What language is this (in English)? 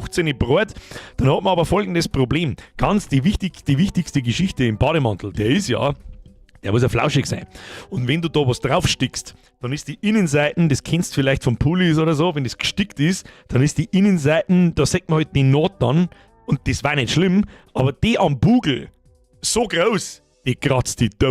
Bavarian